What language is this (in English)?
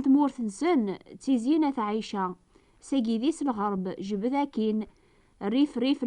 Kabyle